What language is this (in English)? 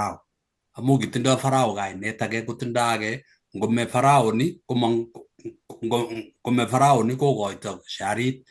Kalenjin